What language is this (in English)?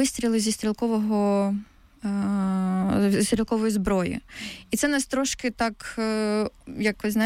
Ukrainian